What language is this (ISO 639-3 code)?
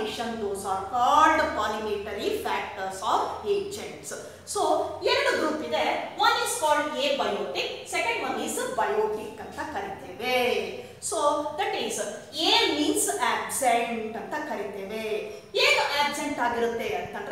kan